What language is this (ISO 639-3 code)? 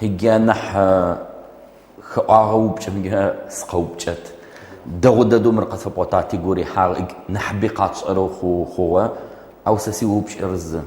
ady